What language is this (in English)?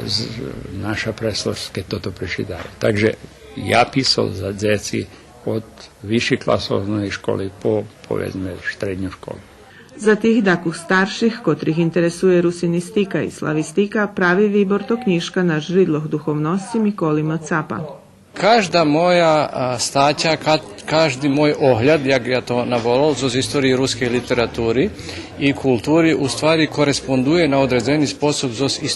Rusyn